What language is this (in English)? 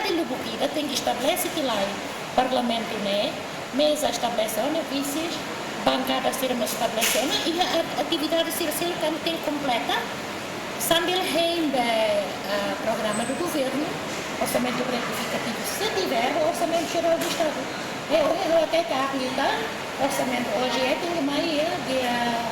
Tetum